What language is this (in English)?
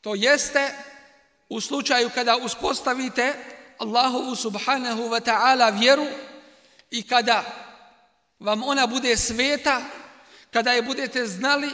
Bosnian